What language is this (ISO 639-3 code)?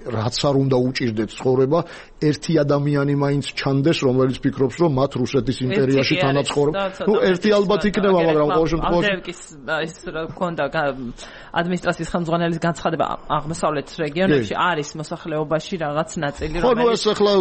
kat